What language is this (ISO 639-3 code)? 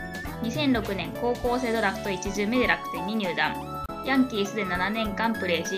jpn